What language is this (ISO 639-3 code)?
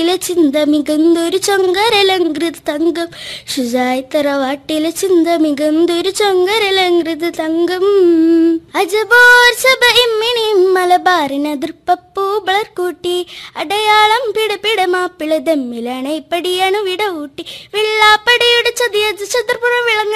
mal